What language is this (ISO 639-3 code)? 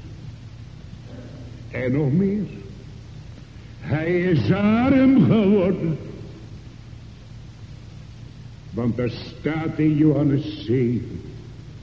nld